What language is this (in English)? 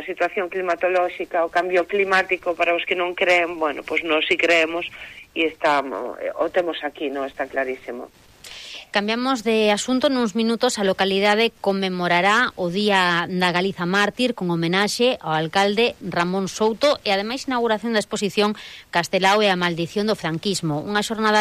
Galician